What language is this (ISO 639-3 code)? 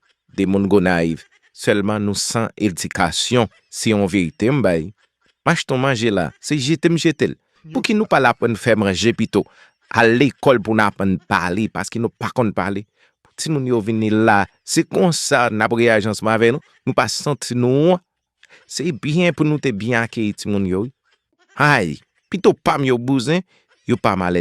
hat